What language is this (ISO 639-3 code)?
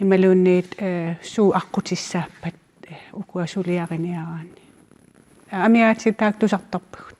kal